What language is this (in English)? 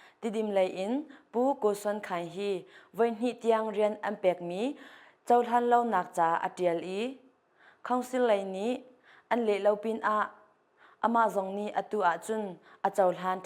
Hakha Chin